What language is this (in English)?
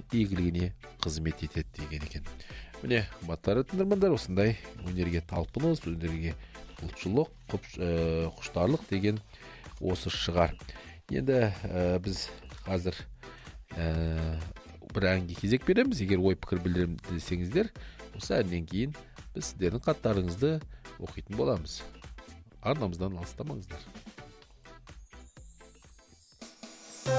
Kazakh